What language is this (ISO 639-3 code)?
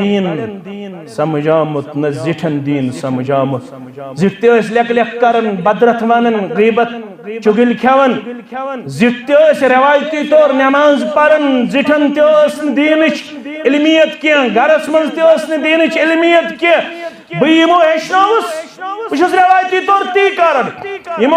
kas